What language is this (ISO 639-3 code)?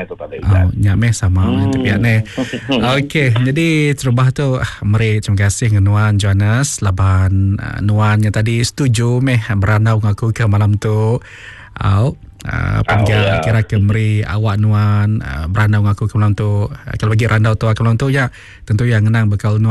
iba